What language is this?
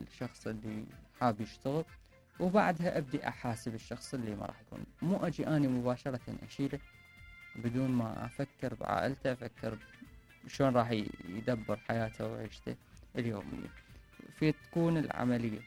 Mesopotamian Arabic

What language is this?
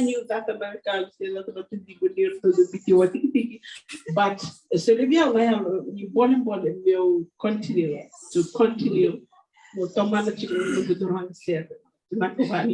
Fijian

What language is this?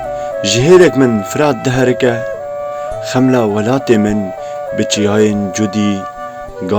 Kurdish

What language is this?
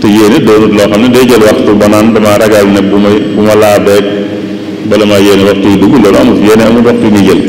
Wolof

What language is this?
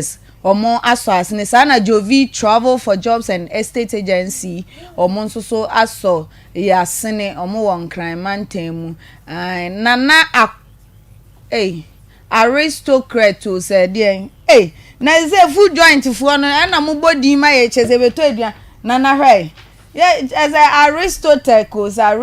Akan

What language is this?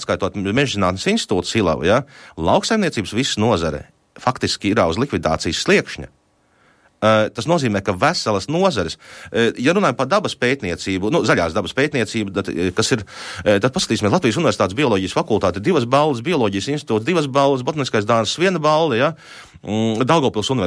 Latvian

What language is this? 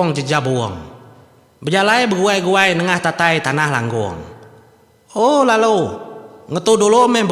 Iban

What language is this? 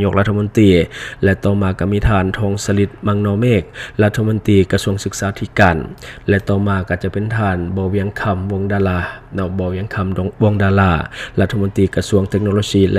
Lao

